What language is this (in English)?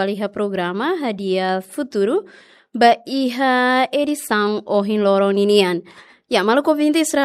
Tetum